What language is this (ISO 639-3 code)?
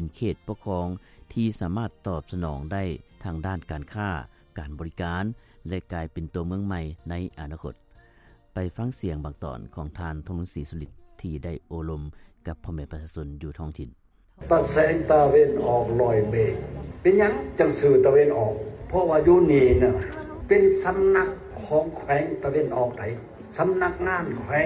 lao